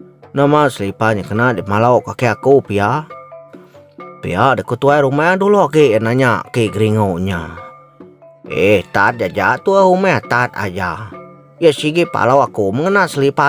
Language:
Iban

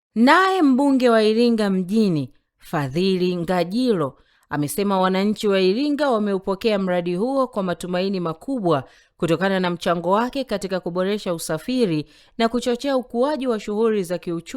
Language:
Swahili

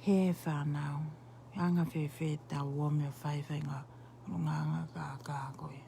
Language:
Tongan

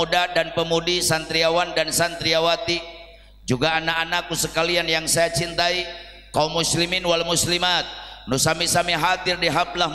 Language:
Sundanese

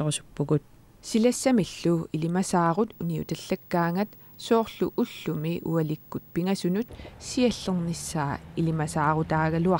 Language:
Kalaallisut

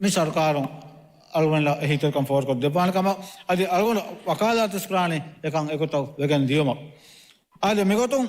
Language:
Divehi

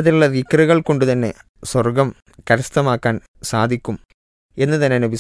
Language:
Malayalam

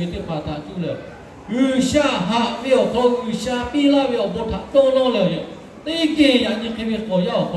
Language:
Lahu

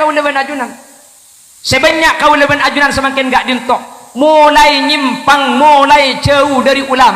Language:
Madurese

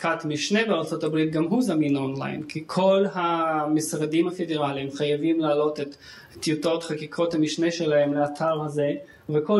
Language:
Hebrew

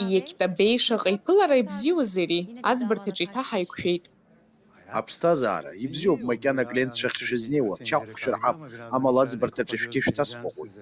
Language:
Abkhazian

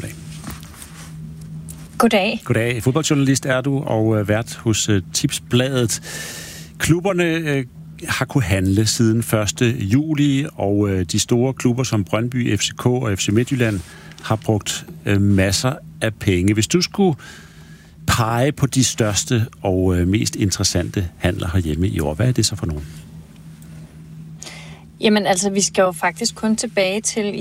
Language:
Danish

